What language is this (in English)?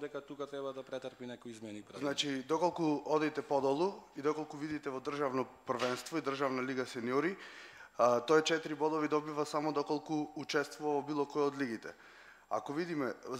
Macedonian